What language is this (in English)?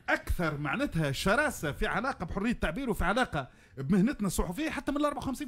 Tunisian Arabic